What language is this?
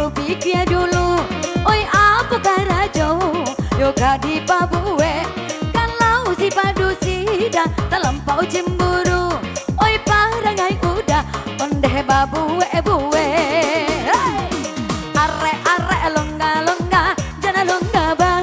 Minangkabau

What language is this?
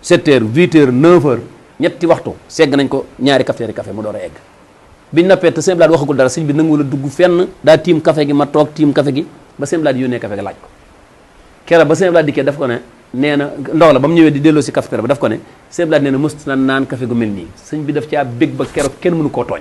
Wolof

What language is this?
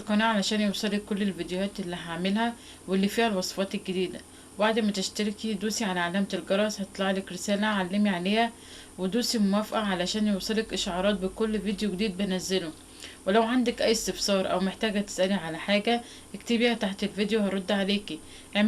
Egyptian Arabic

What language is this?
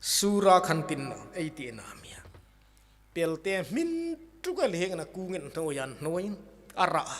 Hmar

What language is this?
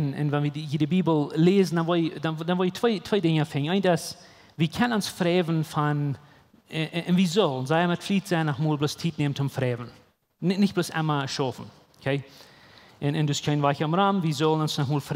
Plautdietsch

